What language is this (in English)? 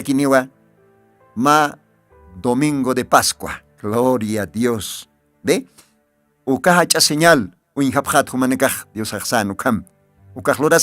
Aymara